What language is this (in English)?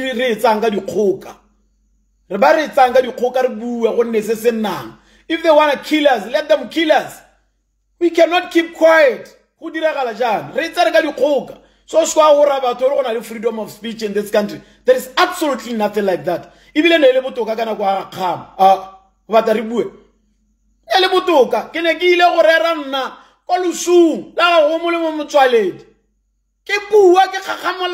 Tswana